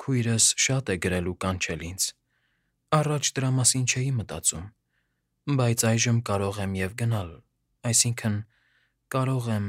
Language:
Armenian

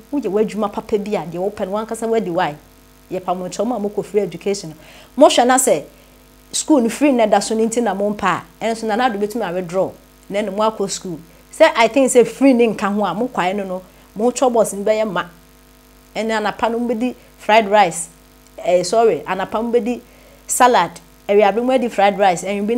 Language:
Akan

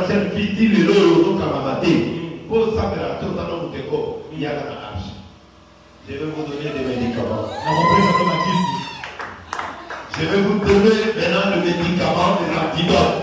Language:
French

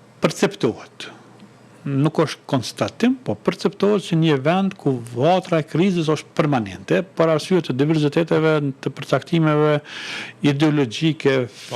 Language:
Albanian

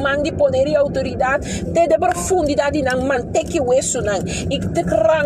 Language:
Papiamento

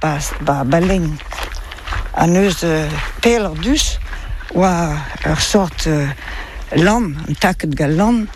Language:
Breton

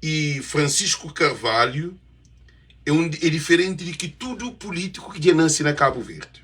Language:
Kabuverdianu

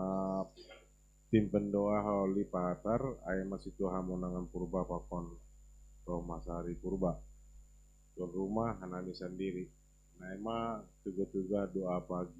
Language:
Batak Simalungun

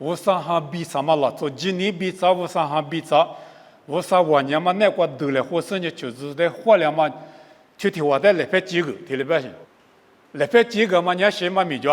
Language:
Lisu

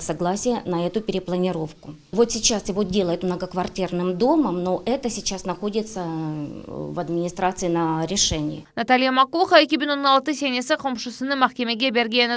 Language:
Crimean Tatar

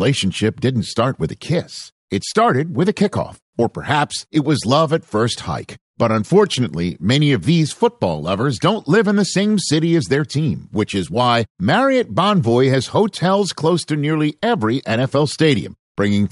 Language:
English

